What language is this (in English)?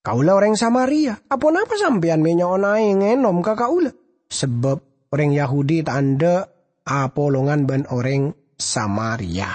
Madurese